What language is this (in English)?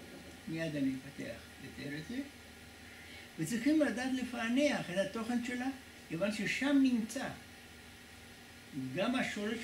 Hebrew